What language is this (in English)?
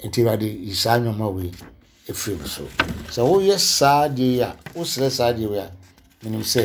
Akan